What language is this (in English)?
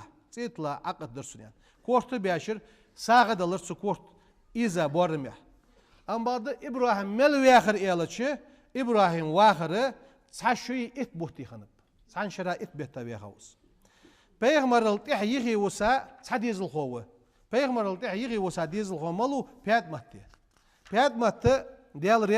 Ingush